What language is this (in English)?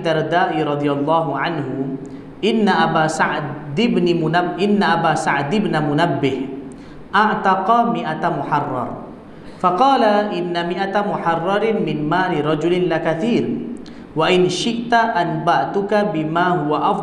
Malay